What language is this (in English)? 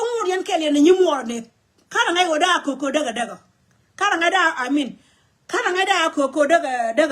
Nuer